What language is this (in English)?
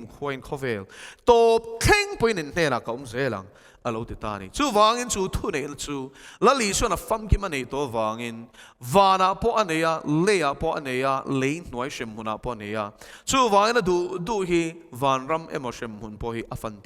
Mizo